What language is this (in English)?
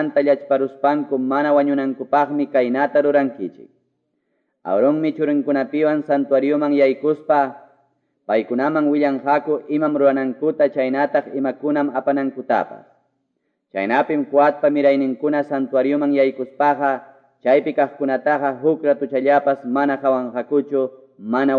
Quechua